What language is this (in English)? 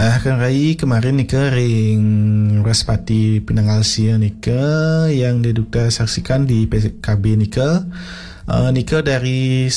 Balinese